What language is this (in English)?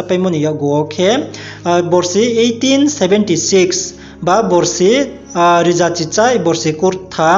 Riang (India)